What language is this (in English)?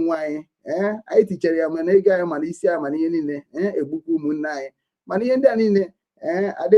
Igbo